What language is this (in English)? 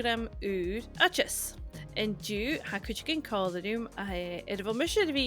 Scottish Gaelic